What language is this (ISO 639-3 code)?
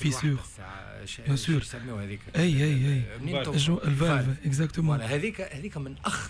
aeb